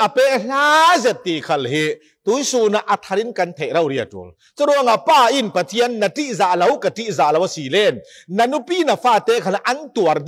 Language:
Falam Chin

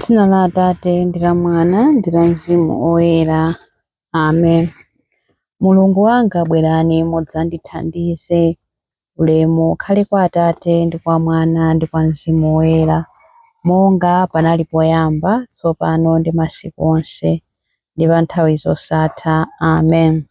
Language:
Nyanja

